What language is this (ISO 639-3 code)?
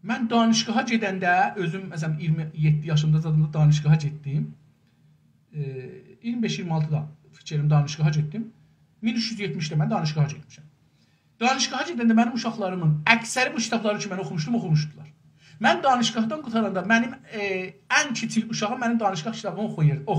azb